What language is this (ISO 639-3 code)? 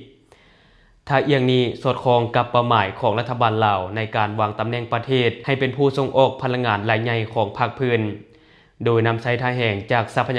lao